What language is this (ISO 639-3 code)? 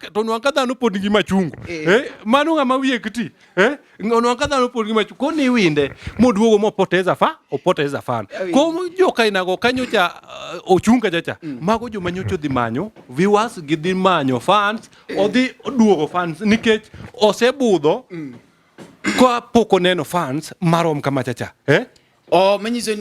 luo